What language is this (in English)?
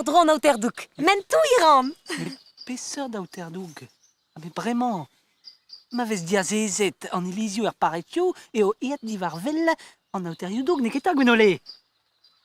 Breton